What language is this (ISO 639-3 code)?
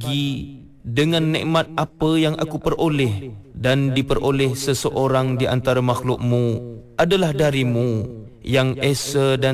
msa